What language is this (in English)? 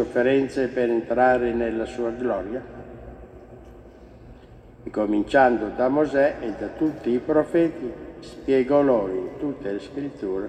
Italian